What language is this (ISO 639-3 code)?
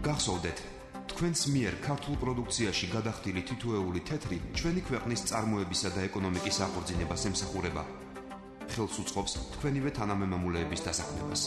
kat